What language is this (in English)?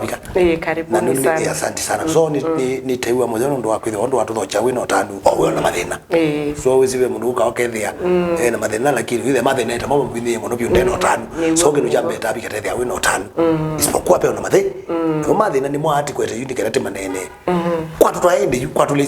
Kamba